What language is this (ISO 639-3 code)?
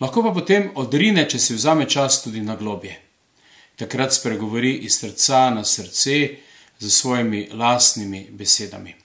slv